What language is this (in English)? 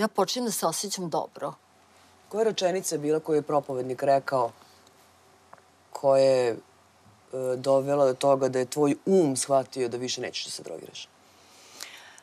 Serbian